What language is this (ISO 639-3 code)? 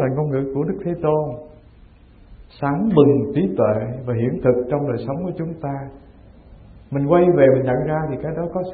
vie